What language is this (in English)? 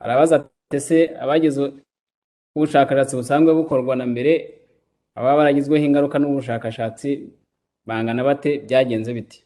Kinyarwanda